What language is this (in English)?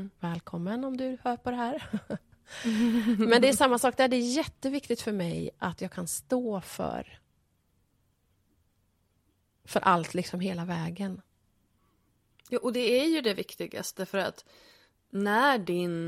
Swedish